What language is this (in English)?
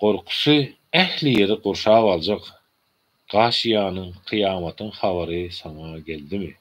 Turkmen